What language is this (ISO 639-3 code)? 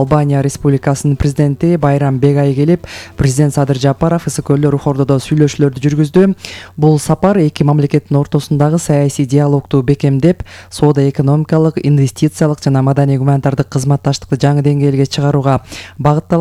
kir